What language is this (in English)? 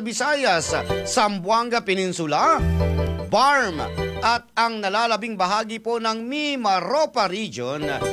Filipino